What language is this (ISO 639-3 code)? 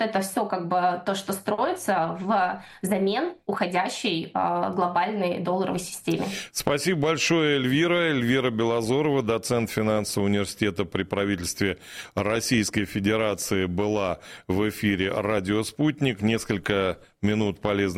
rus